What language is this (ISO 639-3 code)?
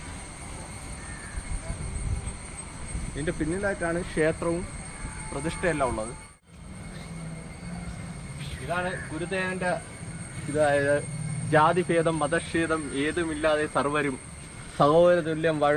mal